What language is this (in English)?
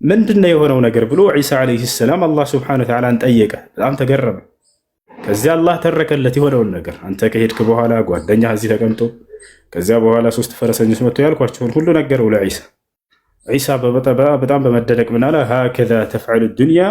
Amharic